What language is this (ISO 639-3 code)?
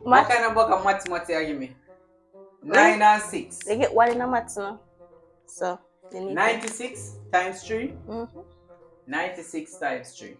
jam